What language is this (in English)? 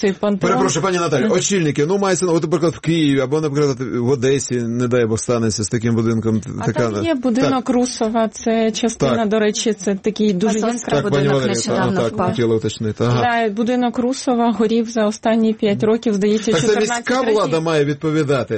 Ukrainian